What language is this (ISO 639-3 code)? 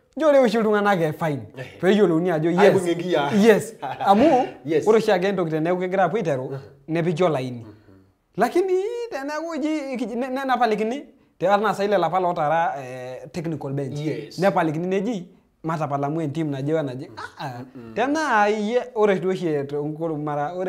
mas